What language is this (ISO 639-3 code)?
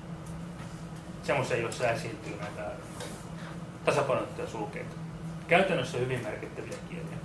fin